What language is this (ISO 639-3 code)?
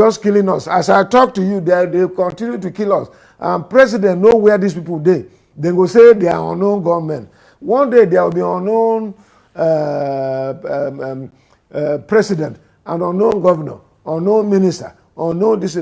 pcm